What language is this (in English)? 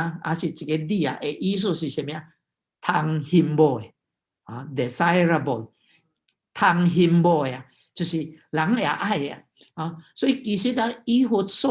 Min Nan Chinese